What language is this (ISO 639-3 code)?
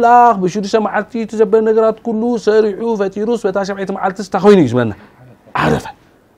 tir